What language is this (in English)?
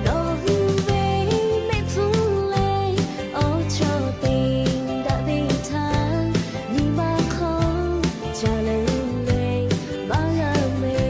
Lahu